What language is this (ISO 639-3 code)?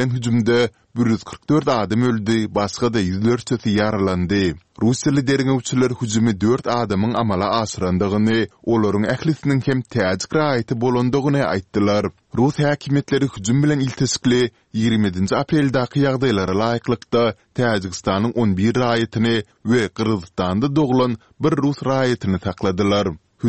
tuk